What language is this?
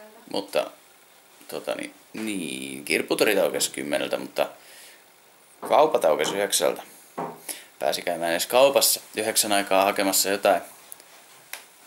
Finnish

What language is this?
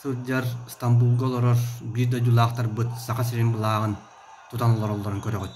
Yakut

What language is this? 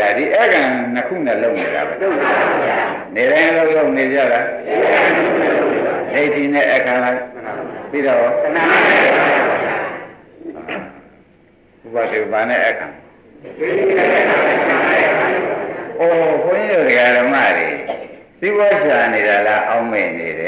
Burmese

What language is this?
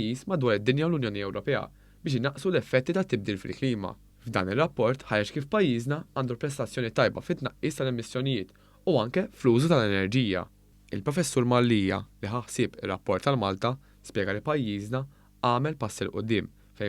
Maltese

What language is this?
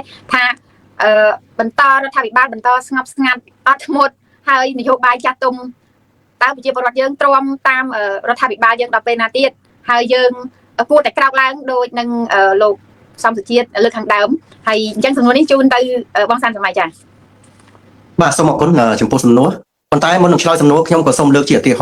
Khmer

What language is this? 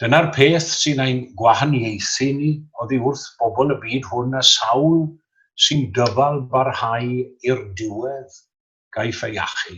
Welsh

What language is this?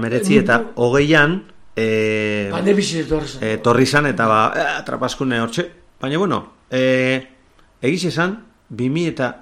Basque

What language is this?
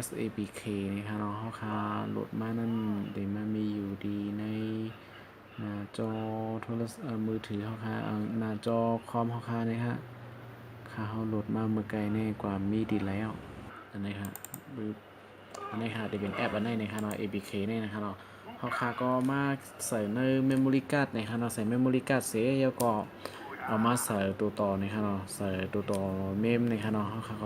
Shan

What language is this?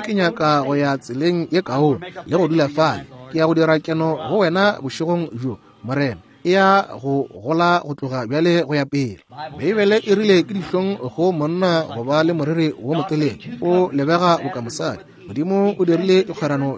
Northern Sotho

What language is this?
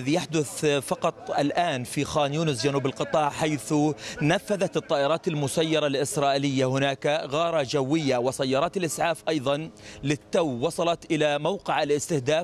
Arabic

